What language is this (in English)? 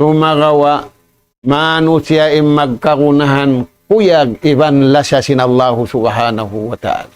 Tausug